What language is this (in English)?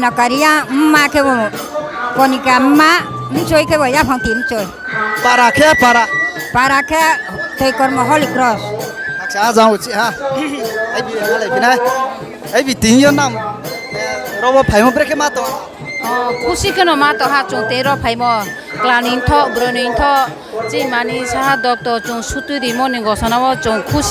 Riang (India)